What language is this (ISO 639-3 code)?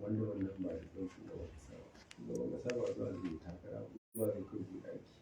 hau